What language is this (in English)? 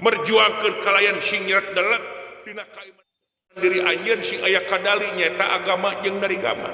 Sundanese